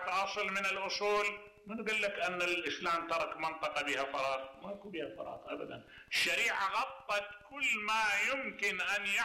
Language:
Mesopotamian Arabic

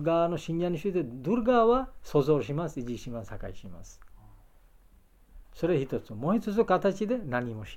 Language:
Japanese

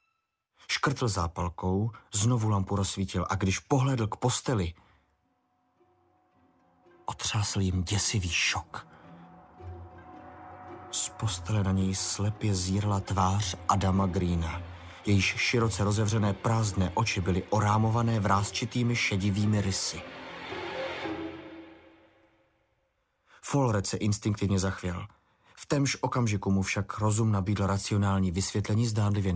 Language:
Czech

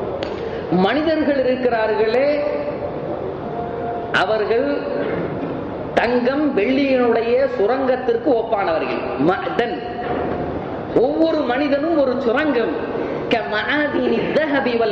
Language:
Tamil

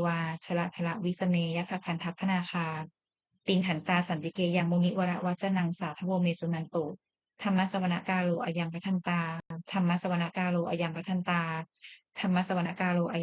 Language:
Pali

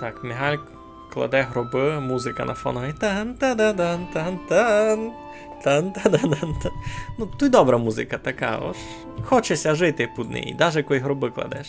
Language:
Rusyn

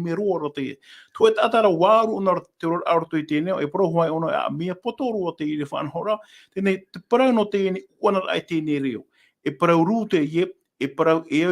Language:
Tahitian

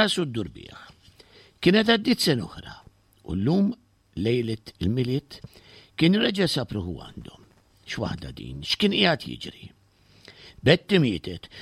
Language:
Maltese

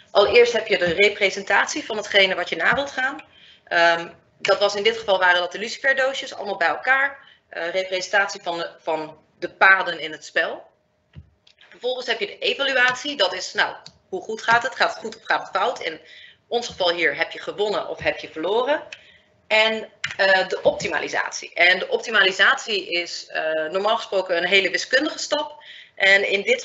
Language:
Dutch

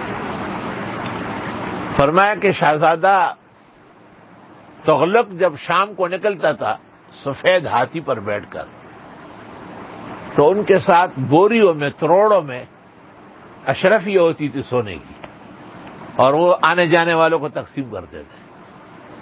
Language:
Urdu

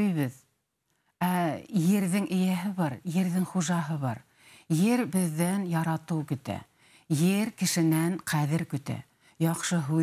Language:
Bashkir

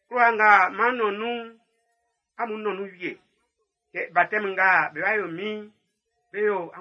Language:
Baoulé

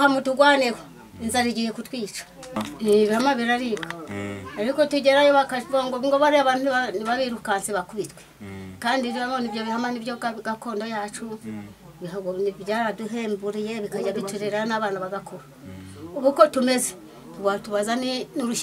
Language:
Kinyarwanda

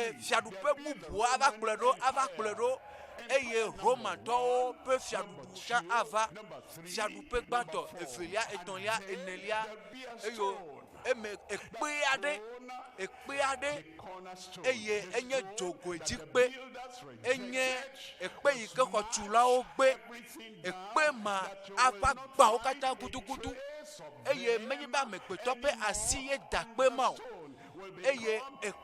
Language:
Ewe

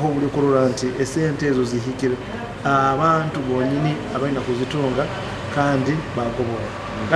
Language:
Nyoro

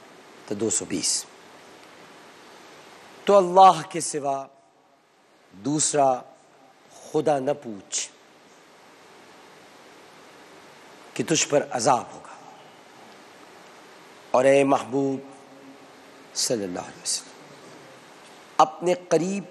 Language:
Urdu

